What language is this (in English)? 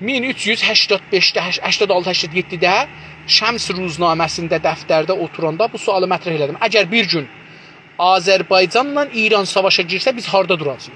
South Azerbaijani